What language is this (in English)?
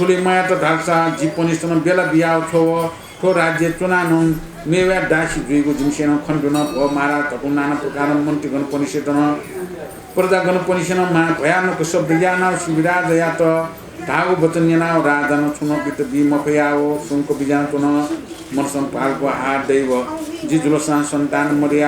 Newari